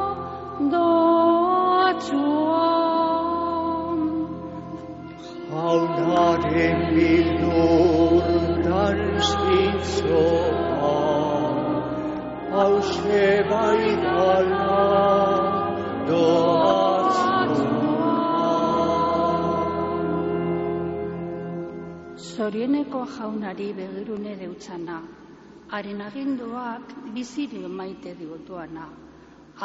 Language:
Basque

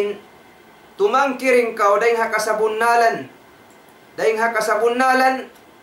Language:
Tausug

